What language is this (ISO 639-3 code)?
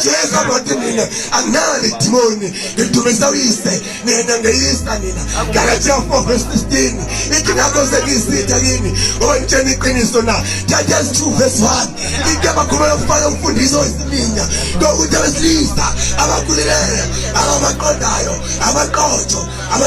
zul